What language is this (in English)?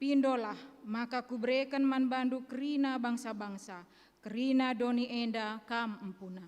Batak Karo